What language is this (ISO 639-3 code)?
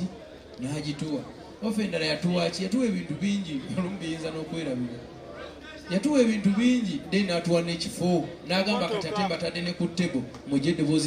lug